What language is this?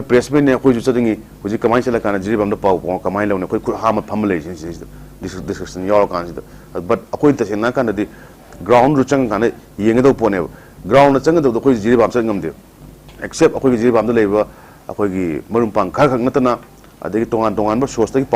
Manipuri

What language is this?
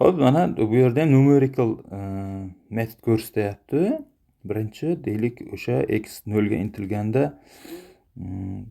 Uzbek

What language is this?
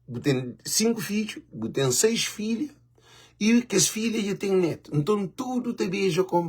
Kabuverdianu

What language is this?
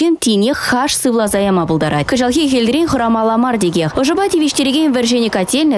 Chuvash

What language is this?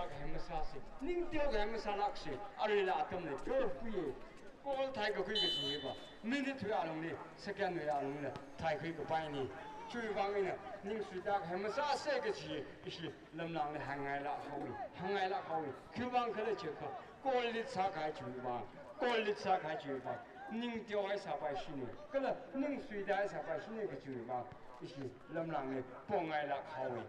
Tangkhul Naga (India)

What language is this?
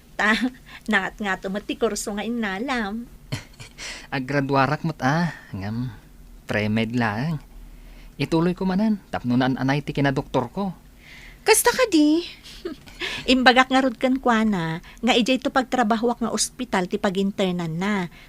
Iloko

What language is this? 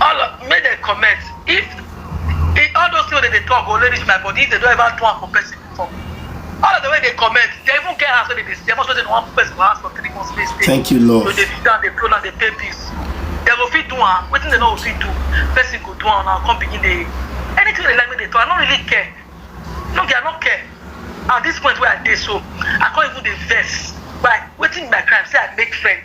Nigerian Pidgin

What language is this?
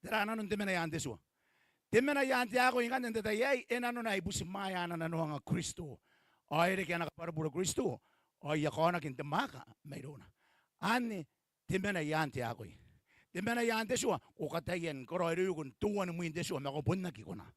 Gilbertese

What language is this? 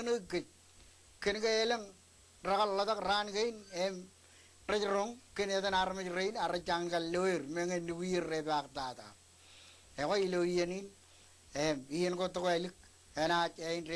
Marshallese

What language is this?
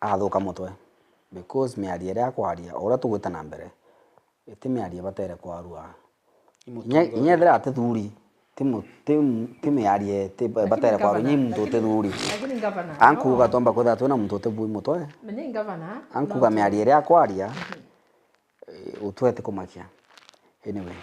Meru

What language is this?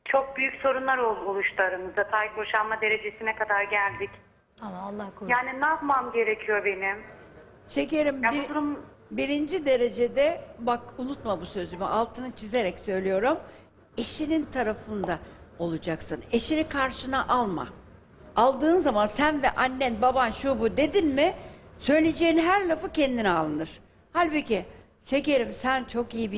Turkish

